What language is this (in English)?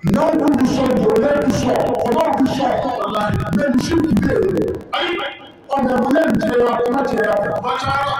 Bambara